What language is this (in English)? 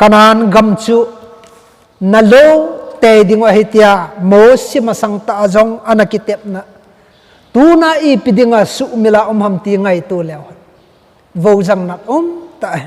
Thado Chin